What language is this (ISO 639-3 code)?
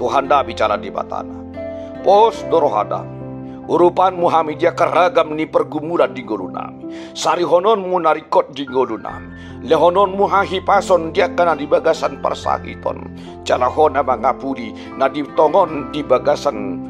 bbc